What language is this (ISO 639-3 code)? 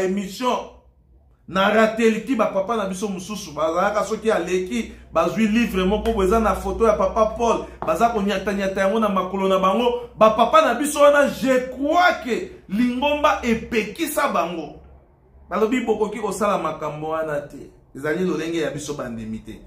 lin